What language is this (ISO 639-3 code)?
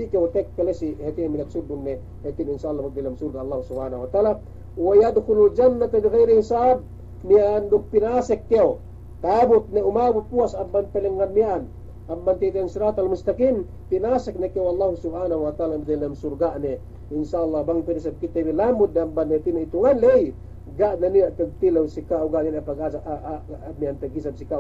yka